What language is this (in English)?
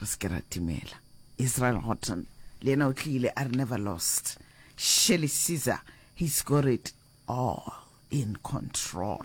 Northern Sotho